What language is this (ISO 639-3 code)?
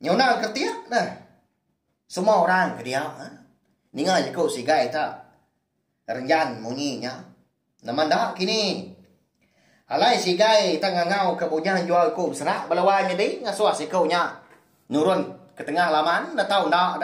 iba